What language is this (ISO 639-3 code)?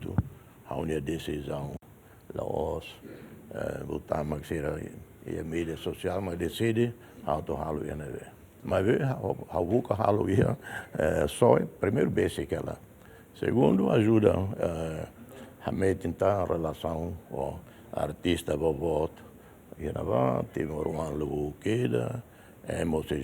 tet